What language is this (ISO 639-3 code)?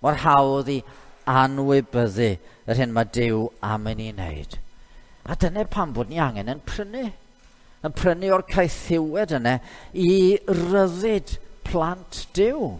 cym